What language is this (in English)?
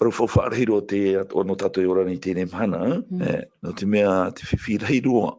Tahitian